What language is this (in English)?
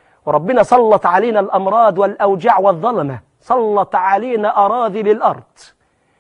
Arabic